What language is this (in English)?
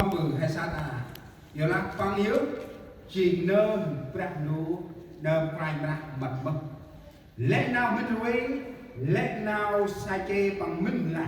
Central Mnong